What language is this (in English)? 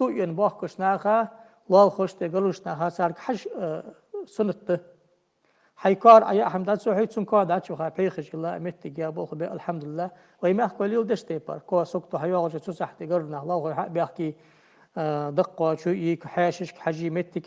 Ingush